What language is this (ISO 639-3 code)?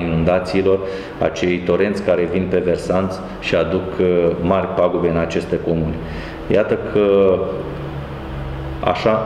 ron